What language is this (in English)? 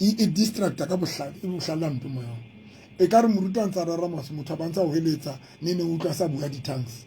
Southern Sotho